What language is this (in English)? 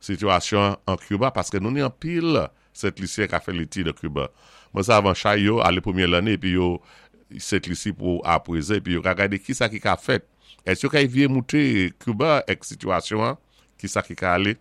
Saint Lucian Creole French